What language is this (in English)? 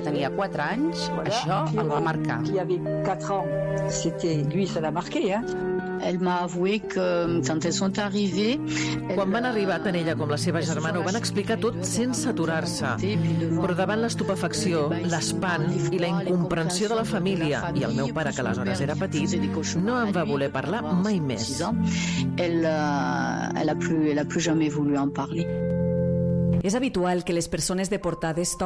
Catalan